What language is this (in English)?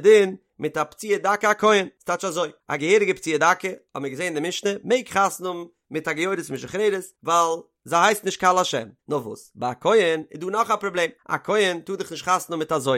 Yiddish